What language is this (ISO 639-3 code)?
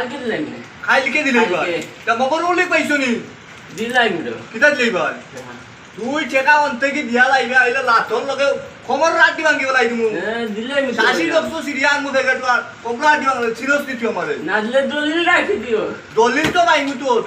syl